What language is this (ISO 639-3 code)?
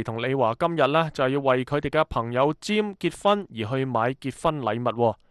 yue